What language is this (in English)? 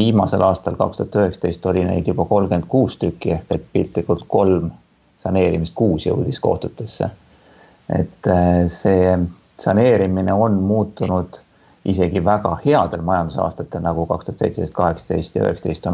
Estonian